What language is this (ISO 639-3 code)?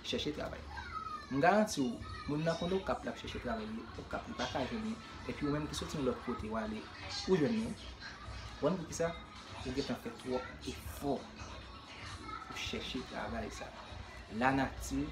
hat